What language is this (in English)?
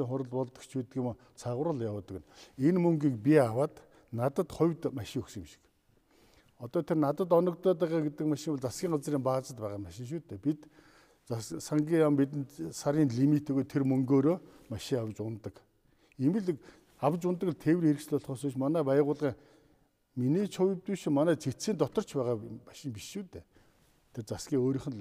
Mongolian